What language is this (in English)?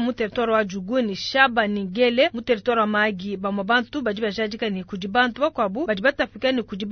Luba-Lulua